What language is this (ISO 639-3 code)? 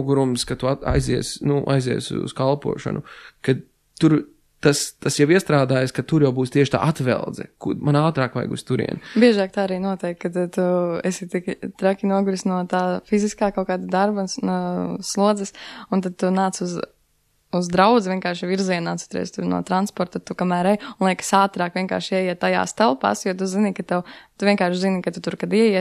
lav